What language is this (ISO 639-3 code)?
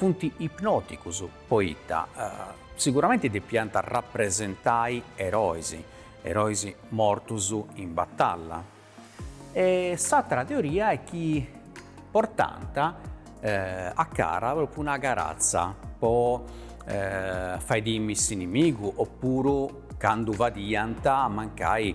srd